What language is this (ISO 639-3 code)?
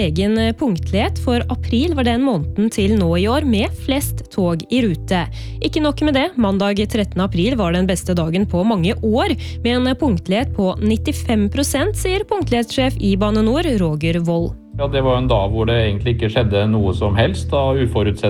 nor